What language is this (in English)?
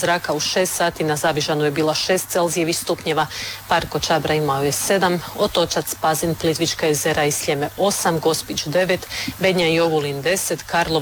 Croatian